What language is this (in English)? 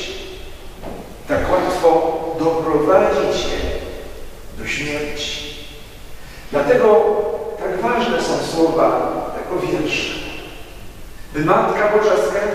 Polish